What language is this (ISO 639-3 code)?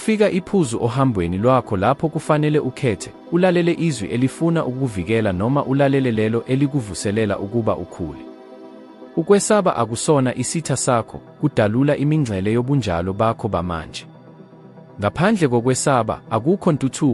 zul